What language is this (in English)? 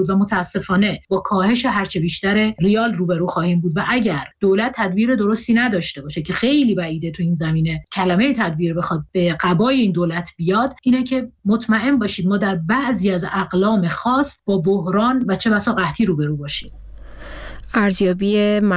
Persian